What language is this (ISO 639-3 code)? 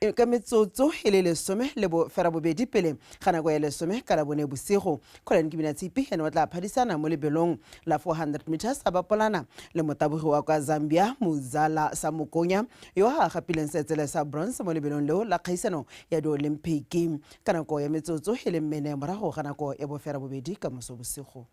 tsn